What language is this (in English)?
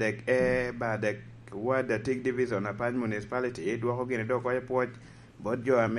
Lango (Uganda)